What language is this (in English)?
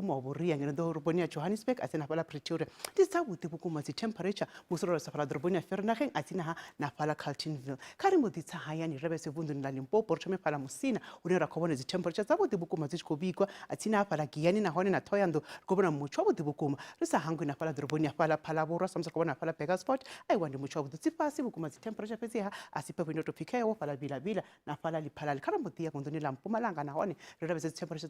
Venda